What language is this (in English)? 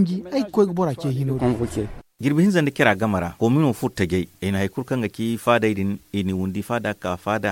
Zarma